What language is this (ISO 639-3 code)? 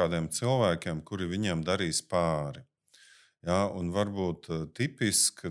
lav